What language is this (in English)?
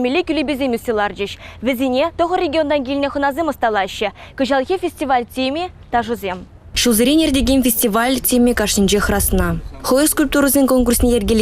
Chuvash